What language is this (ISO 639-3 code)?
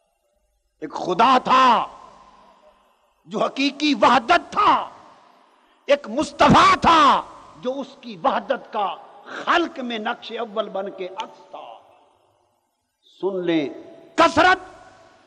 urd